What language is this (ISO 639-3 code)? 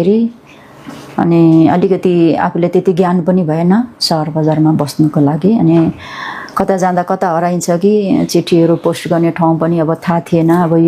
nep